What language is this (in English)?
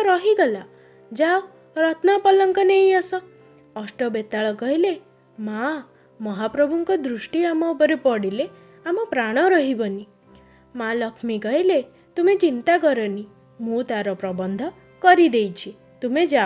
Odia